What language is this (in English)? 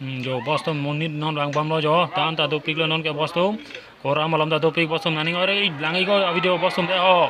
Karbi